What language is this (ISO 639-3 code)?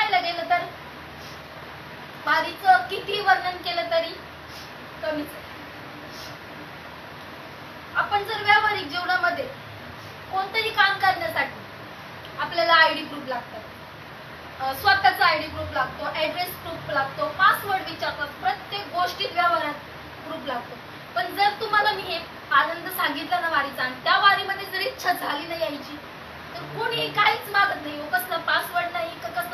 mar